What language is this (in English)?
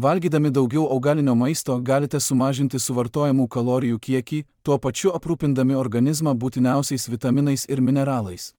Lithuanian